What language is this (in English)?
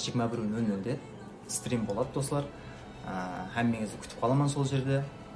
Kara-Kalpak